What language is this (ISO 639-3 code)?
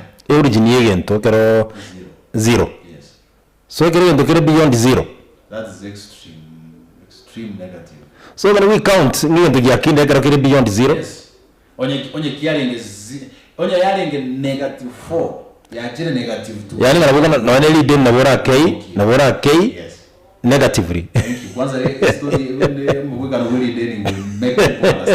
guz